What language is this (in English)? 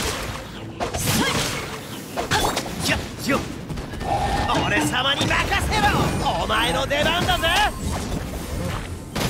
Japanese